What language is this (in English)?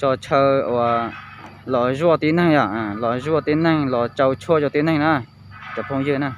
Hmong